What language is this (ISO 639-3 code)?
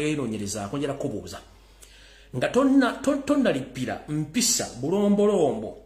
lug